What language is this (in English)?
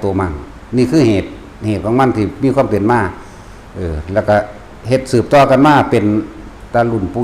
Lao